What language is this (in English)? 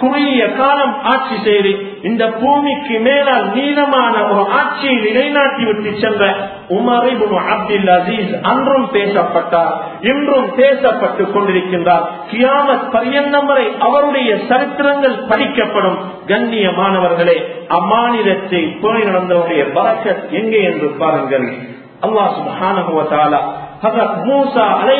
Tamil